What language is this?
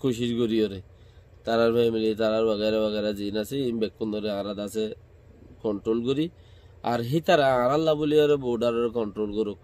Rohingya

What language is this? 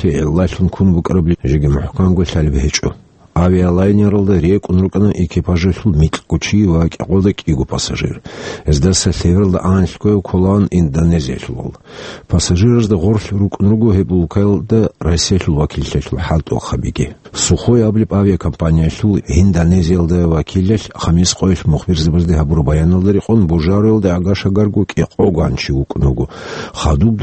Avaric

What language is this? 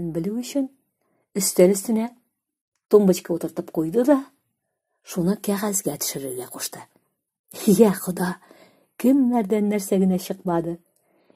Tatar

